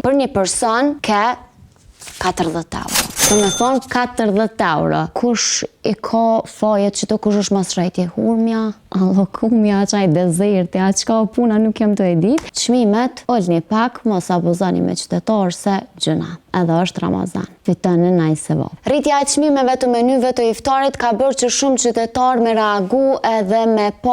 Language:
Albanian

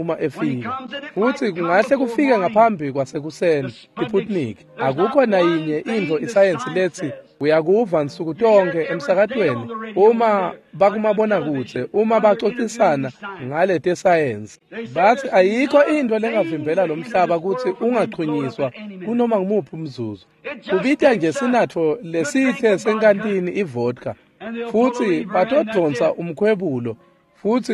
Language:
Swati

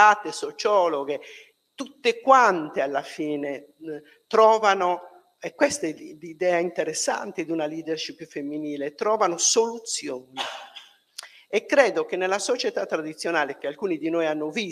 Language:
Italian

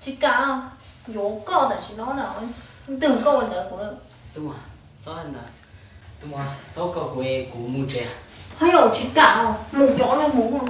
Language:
Hmong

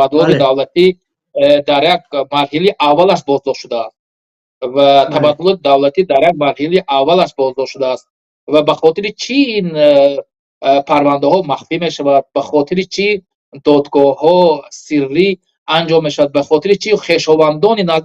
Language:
Tajik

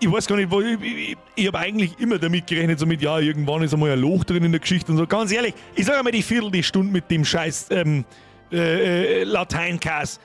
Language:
Bavarian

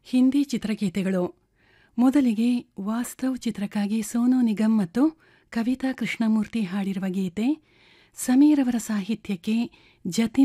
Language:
Kannada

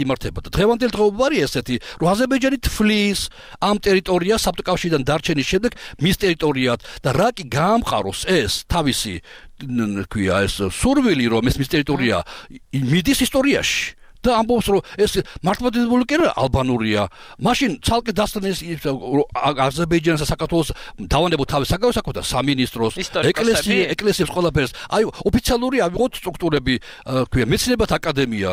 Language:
Georgian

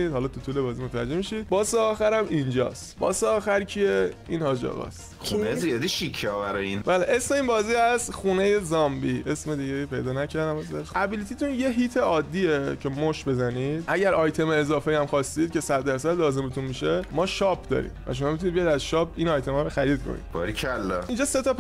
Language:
Persian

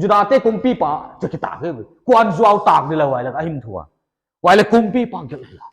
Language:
Paite Chin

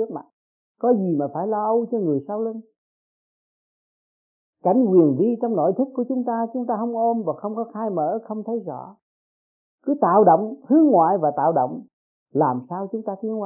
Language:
Vietnamese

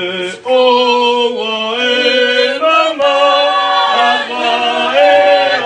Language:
Tongan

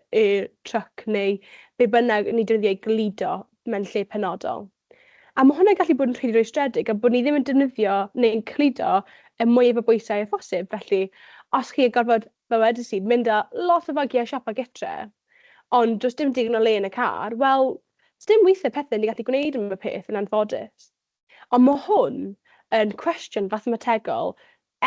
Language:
Welsh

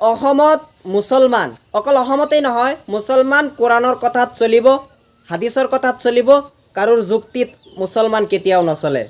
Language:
Assamese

